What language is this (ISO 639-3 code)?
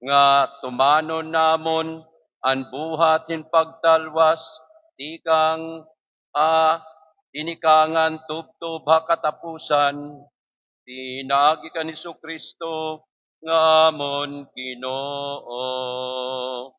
war